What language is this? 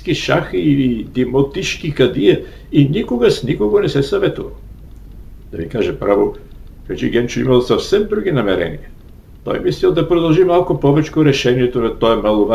Bulgarian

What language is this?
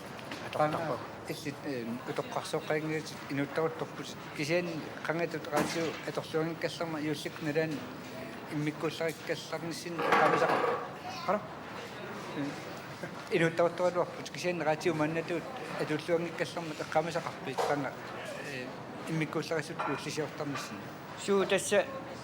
Kalaallisut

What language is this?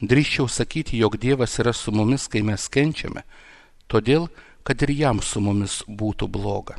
Lithuanian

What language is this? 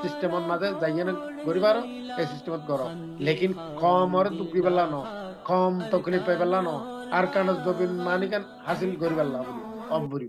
Rohingya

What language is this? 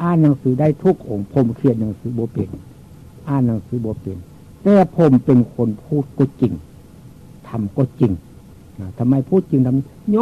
Northeastern Thai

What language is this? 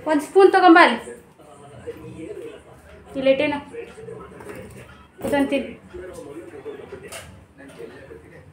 Kannada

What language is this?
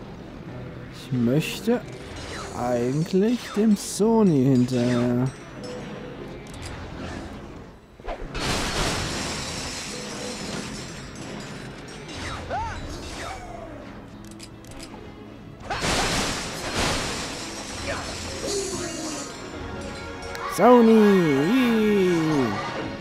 German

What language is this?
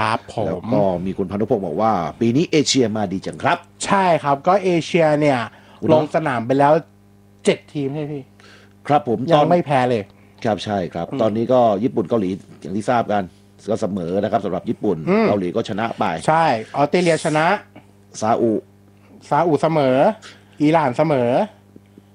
Thai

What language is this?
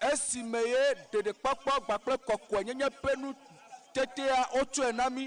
Ewe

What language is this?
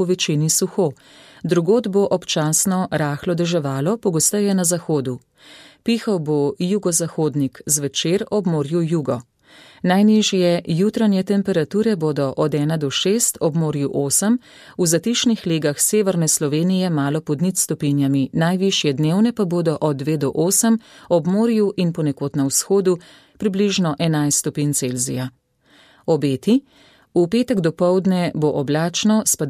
Slovenian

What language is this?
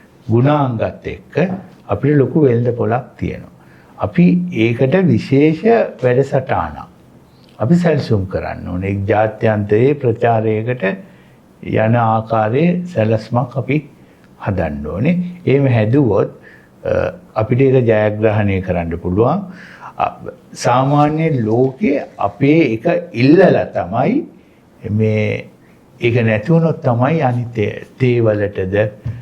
Sinhala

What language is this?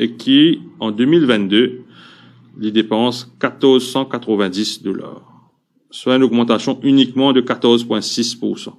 Morisyen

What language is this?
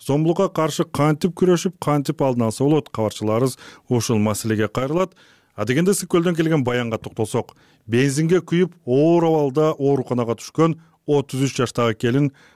Kyrgyz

